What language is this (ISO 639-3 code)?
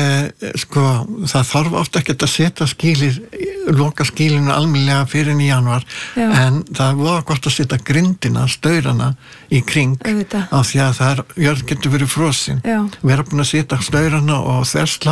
isl